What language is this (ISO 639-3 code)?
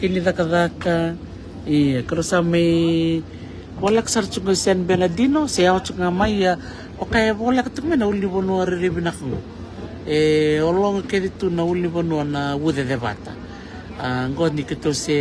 fij